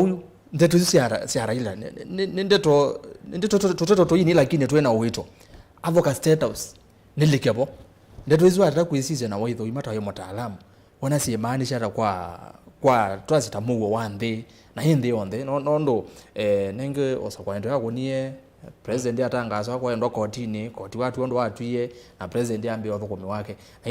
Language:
Kamba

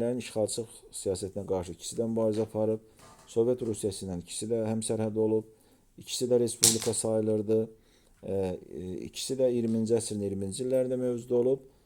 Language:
Azerbaijani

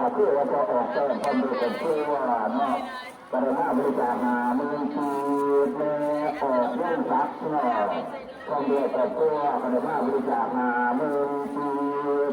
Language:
Northeastern Thai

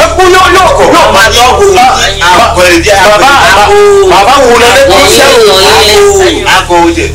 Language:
Ewe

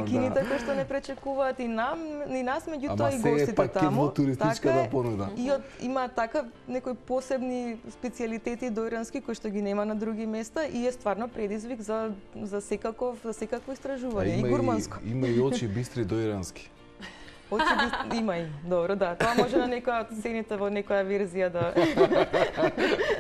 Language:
Macedonian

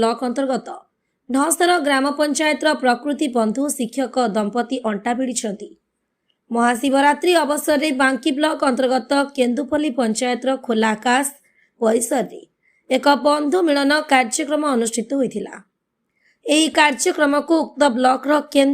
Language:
Odia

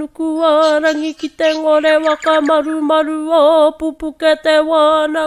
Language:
Māori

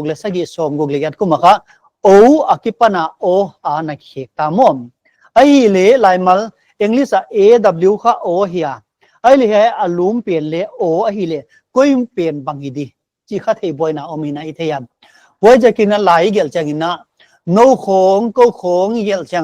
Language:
Paite Chin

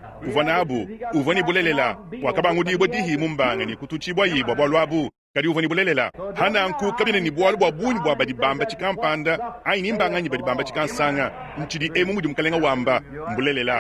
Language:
Luba-Lulua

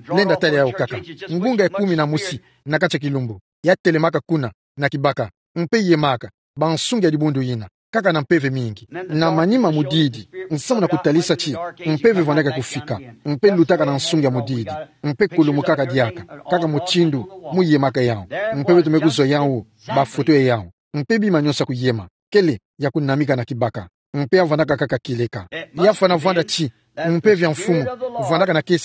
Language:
Kituba (Democratic Republic of Congo)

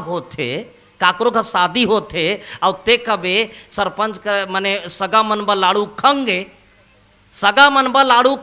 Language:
Chhattisgarhi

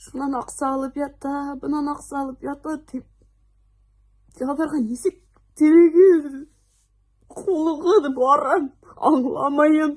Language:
Bashkir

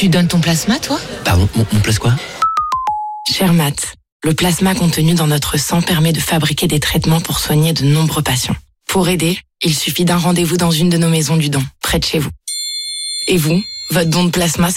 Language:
French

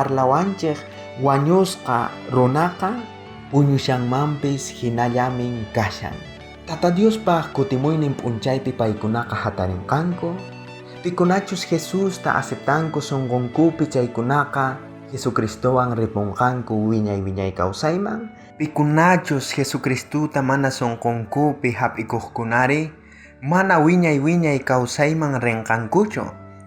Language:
South Bolivian Quechua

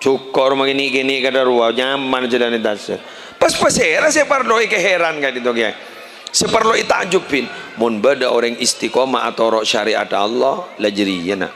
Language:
Madurese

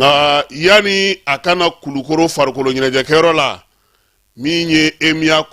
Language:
Bambara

